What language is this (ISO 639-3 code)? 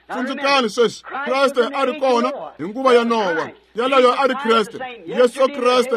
tso